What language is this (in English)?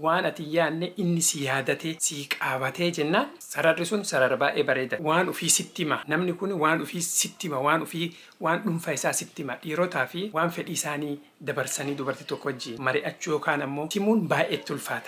Oromo